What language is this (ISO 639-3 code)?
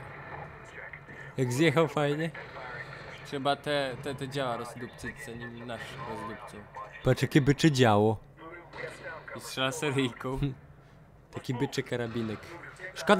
pol